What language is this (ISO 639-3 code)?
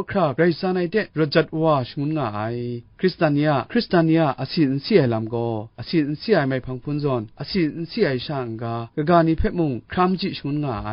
kac